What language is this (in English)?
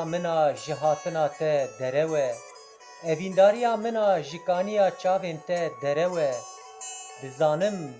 Kurdish